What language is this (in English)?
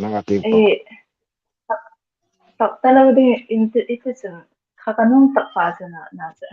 Hmar